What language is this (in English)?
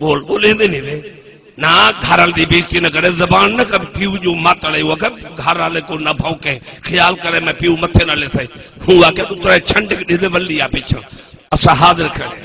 Saraiki